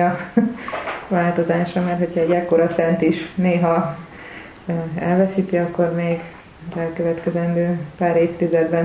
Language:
Hungarian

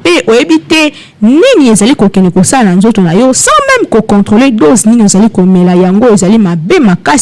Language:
Lingala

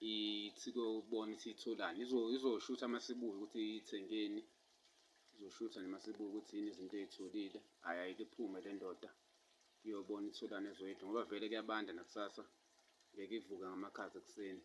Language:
Zulu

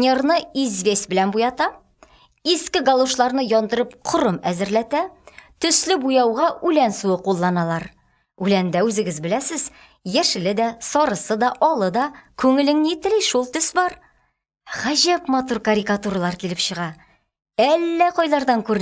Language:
Tatar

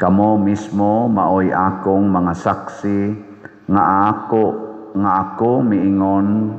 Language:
Cebuano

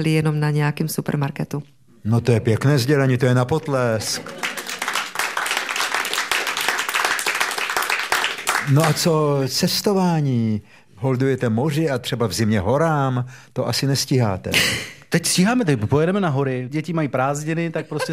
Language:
Czech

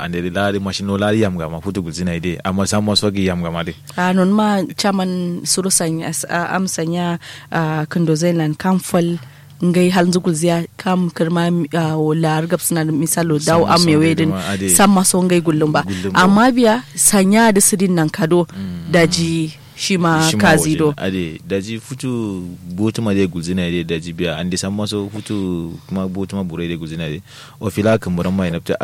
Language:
Kanuri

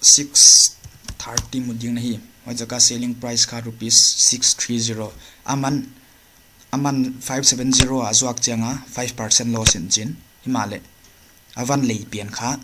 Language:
Paite Chin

